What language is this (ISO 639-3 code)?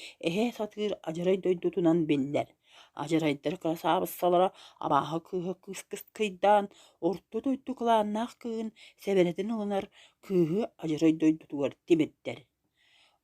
sah